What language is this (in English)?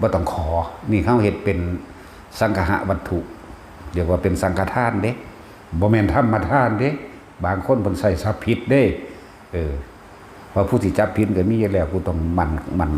Northeastern Thai